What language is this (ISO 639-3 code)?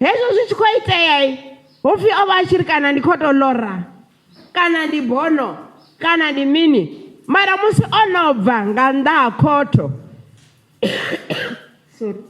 ven